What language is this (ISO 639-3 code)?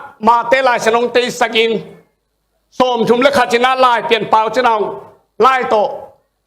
ctd